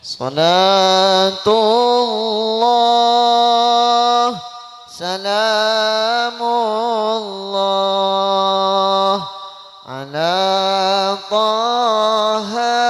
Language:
Madurese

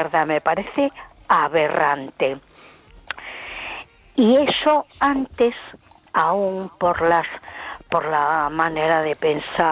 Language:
Spanish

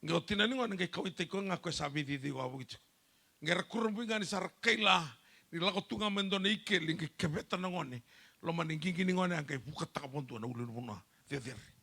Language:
Fijian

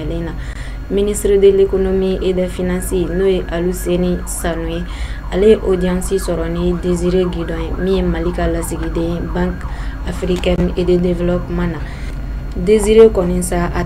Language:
Bambara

